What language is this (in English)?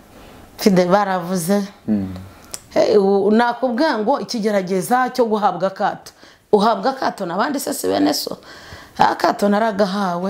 Kinyarwanda